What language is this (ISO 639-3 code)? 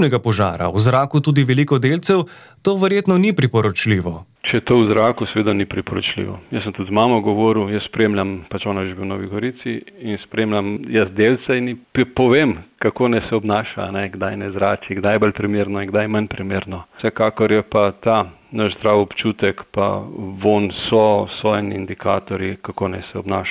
slv